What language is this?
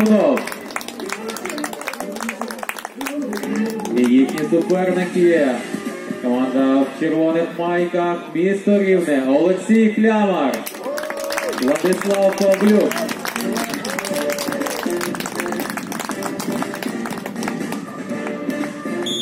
Ukrainian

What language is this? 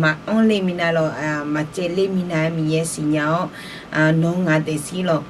Akha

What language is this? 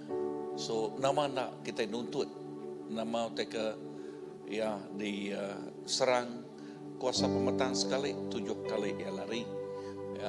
Iban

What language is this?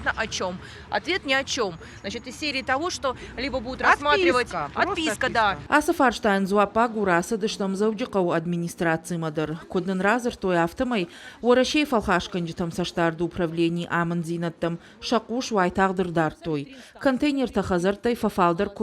Ossetic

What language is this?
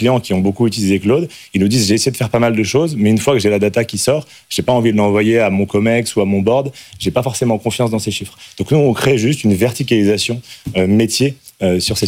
French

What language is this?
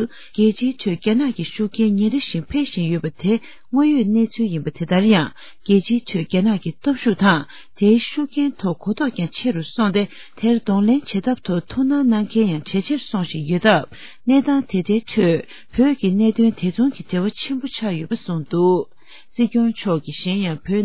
Tibetan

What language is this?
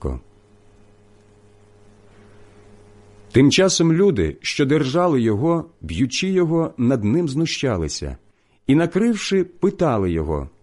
Ukrainian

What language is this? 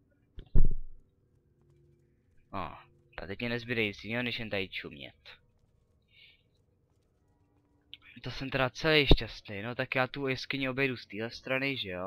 Czech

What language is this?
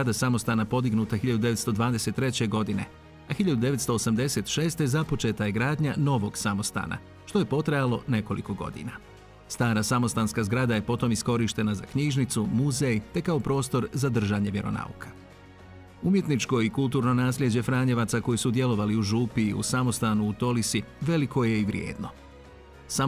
Croatian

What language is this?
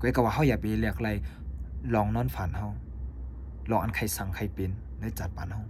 Shan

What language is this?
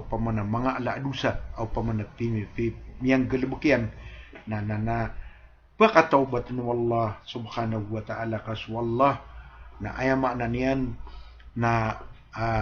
Maranao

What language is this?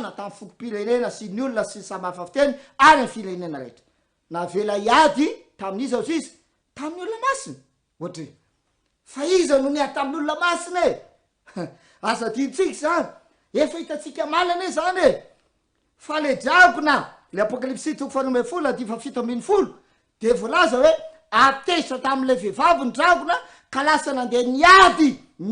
Malagasy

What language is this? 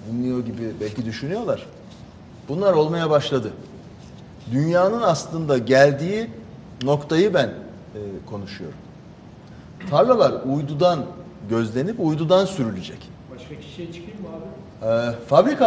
Turkish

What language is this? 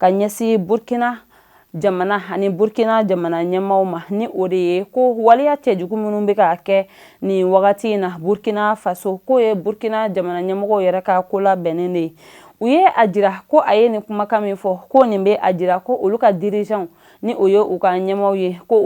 Bambara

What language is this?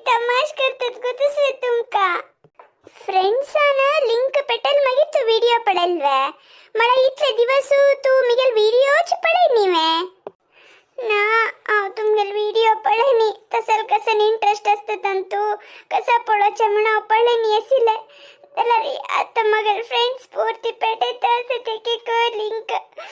Konkani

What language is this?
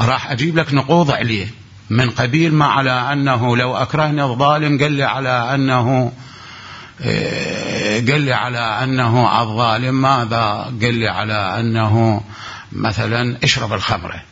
Mesopotamian Arabic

